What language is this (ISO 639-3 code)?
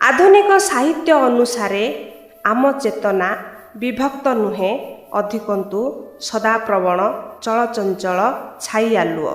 ori